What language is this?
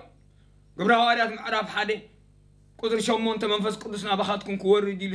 Tigrinya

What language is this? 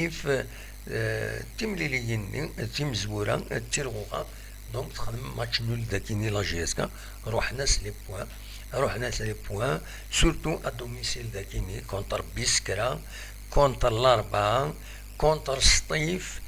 Kabyle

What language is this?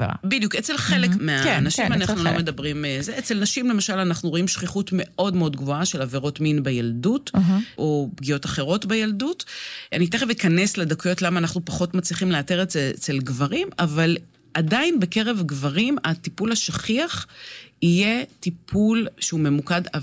Hebrew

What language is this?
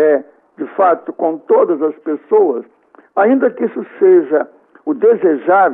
Portuguese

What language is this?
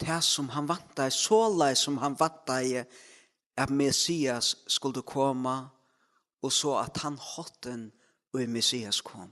Faroese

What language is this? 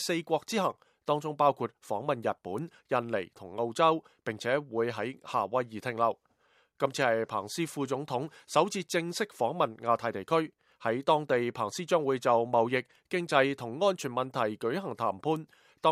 Cantonese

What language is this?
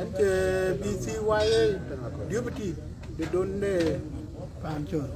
Dinka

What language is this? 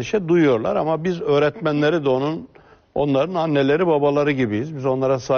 Turkish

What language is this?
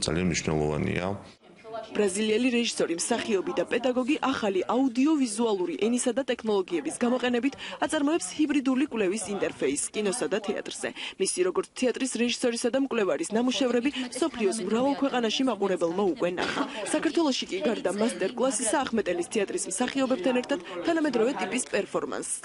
Georgian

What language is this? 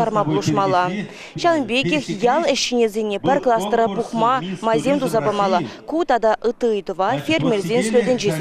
Chuvash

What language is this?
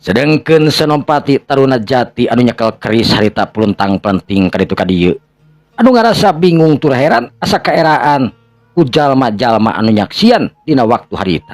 Sundanese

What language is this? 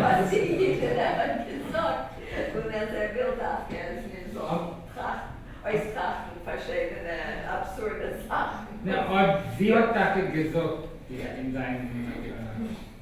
Yiddish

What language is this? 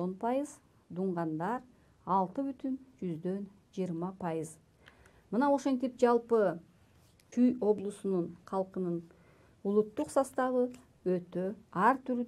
Kyrgyz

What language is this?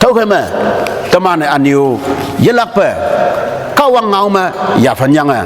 Konyak Naga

